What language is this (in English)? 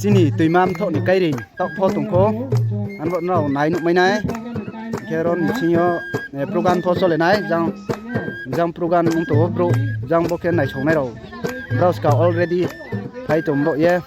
Riang (India)